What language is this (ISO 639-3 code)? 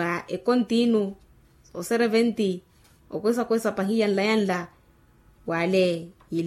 vmw